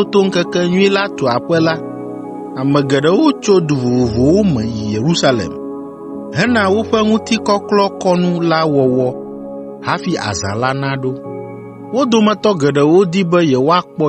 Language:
Ewe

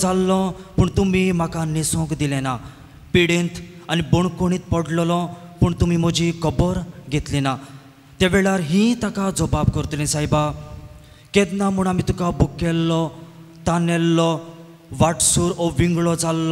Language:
Konkani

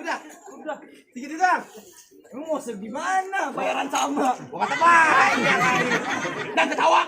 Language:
Betawi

